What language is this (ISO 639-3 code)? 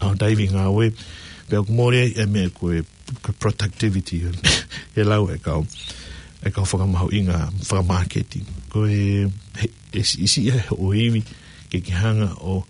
ton